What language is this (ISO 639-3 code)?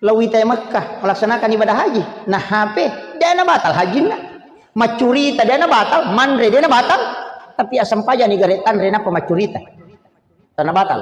bug